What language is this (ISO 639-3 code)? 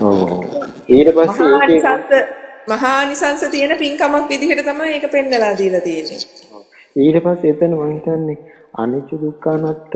sin